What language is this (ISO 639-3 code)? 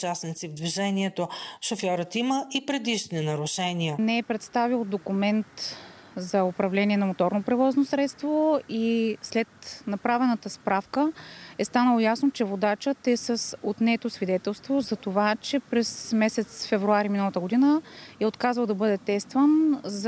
bul